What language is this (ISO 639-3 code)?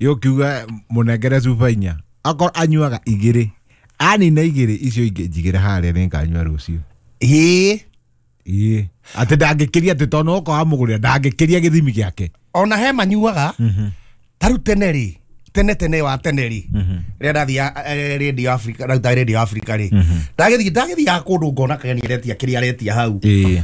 kik